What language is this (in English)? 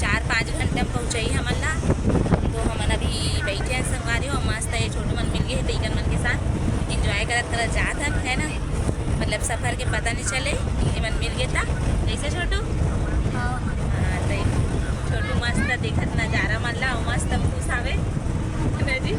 Chhattisgarhi